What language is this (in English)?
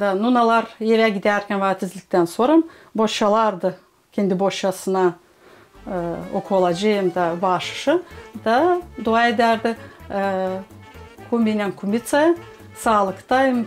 Gagauz